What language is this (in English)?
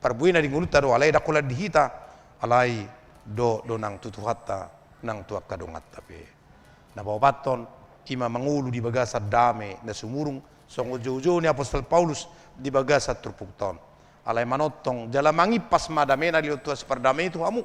Batak Toba